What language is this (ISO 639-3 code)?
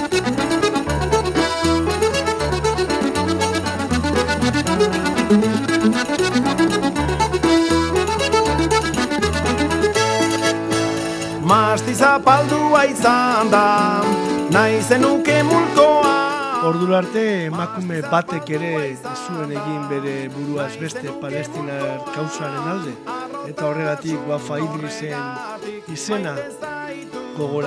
eus